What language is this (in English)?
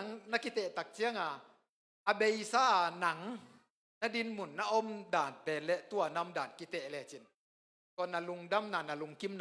Tedim Chin